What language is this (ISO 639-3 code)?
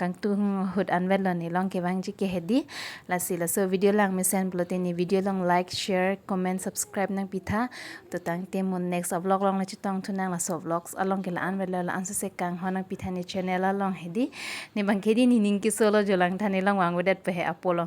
mjw